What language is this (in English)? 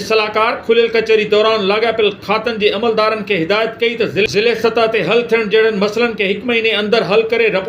Sindhi